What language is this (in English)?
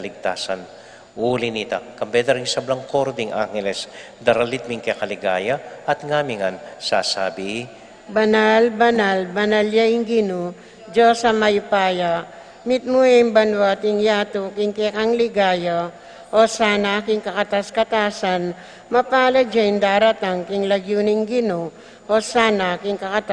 Pampanga